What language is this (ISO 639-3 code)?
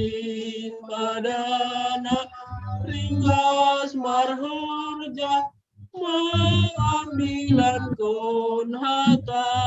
bts